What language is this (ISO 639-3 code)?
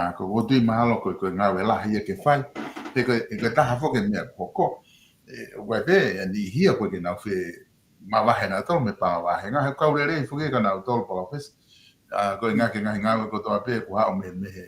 ton